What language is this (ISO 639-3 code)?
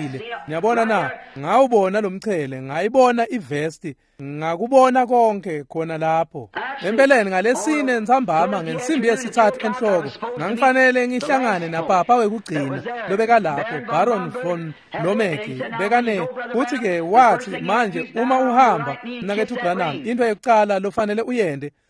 ssw